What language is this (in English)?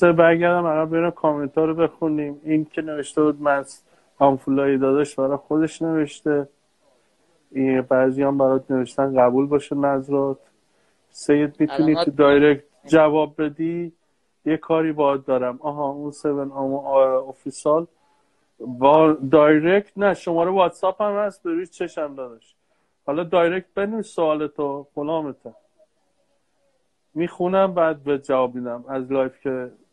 Persian